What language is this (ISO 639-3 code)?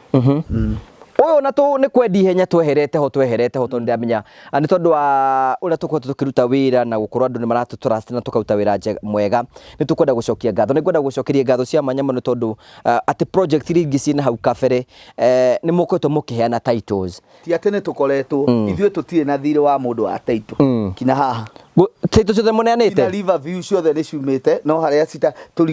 kik